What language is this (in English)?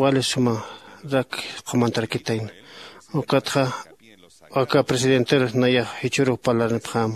Aymara